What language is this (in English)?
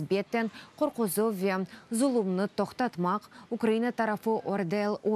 Crimean Tatar